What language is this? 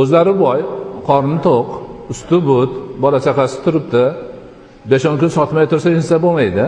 Uzbek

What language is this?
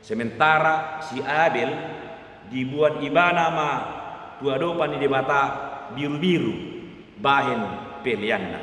Batak Toba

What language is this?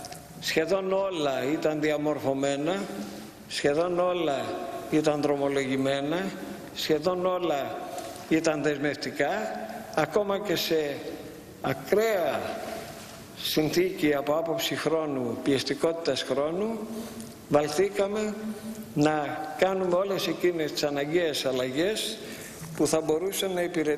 Greek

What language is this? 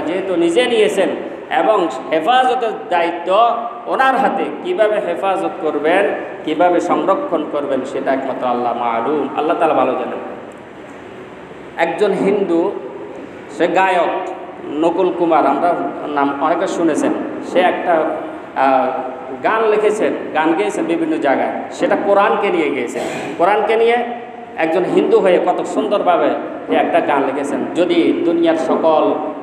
Bangla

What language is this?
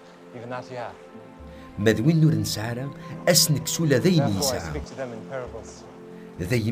Kabyle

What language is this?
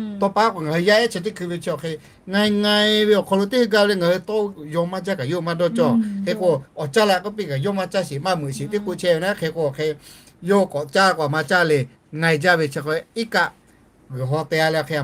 Lahu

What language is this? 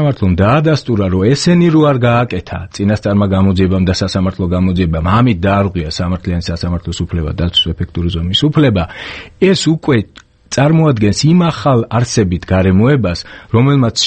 Georgian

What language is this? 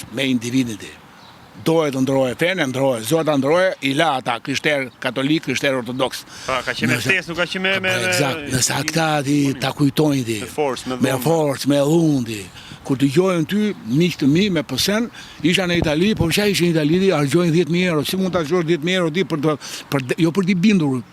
Albanian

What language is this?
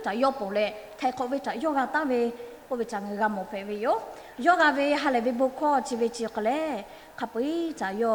Lahu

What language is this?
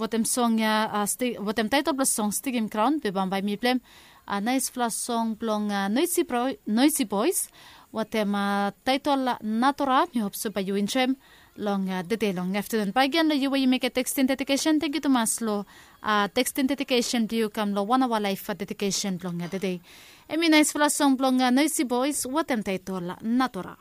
Bislama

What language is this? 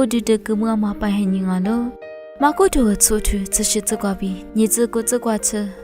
Lisu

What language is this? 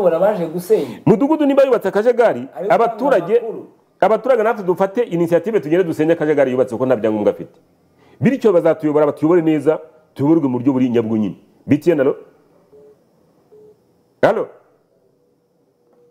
Kinyarwanda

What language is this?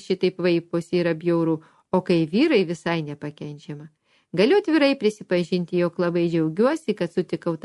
Lithuanian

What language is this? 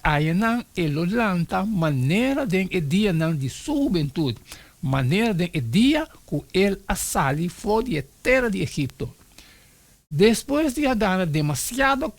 Papiamento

